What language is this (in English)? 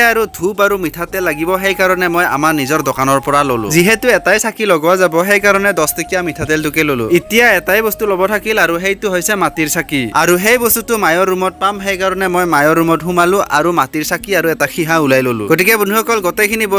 Assamese